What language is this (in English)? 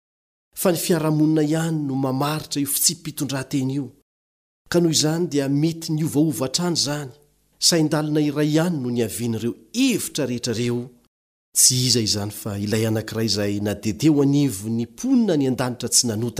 Malagasy